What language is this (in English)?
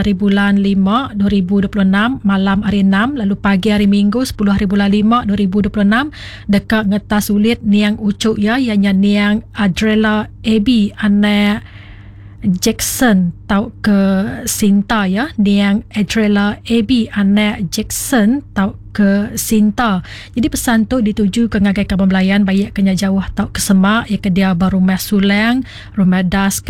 Iban